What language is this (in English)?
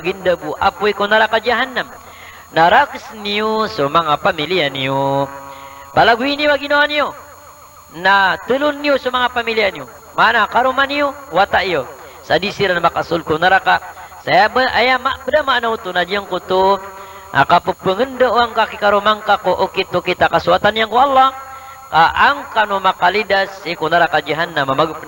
Maranao